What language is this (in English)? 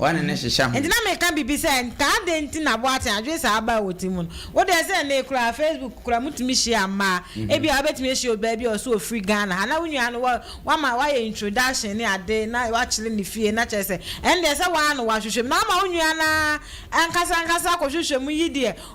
Akan